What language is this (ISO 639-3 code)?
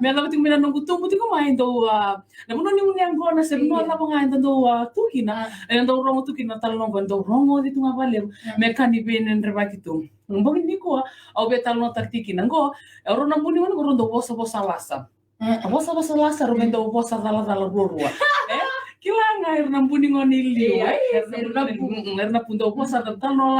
fij